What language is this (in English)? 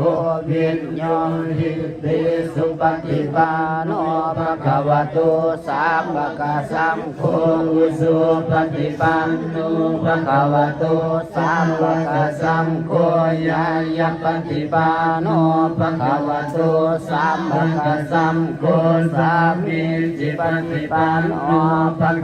Pali